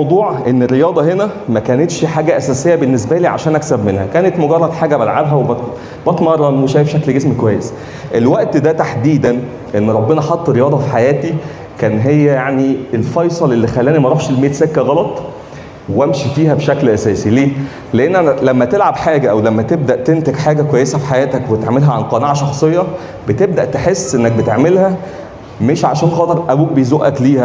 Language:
Egyptian Arabic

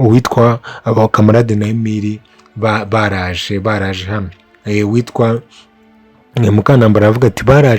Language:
Kinyarwanda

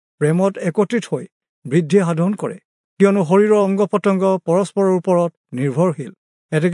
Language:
Assamese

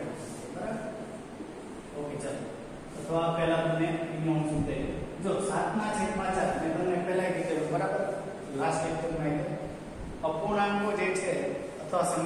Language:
Gujarati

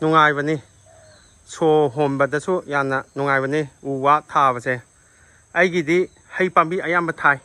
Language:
Manipuri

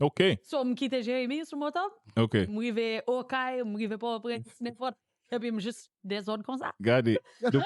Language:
Haitian Creole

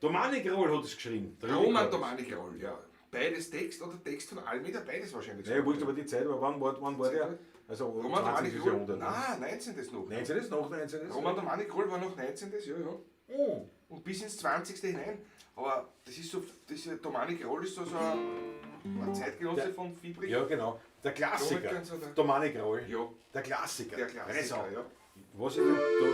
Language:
Bavarian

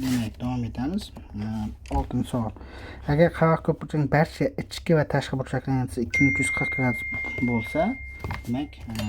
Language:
Uzbek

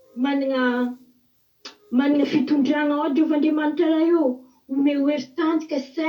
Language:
Malagasy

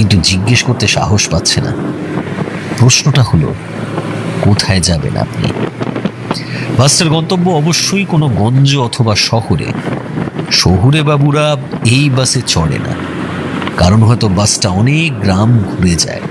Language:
Bangla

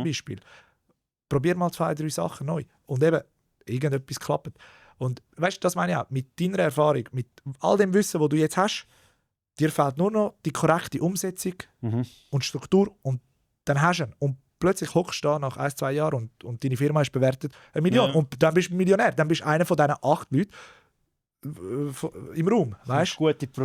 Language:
Swiss German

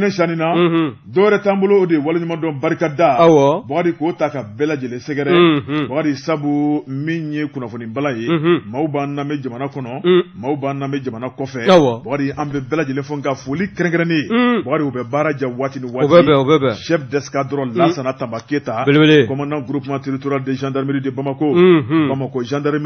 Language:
Bambara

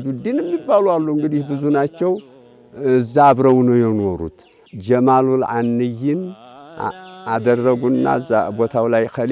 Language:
Amharic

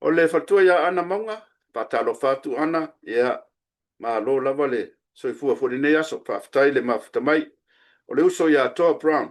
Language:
Samoan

